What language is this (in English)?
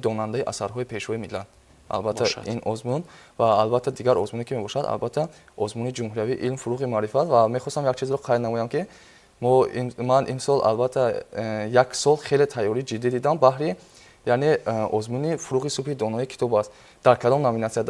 Tajik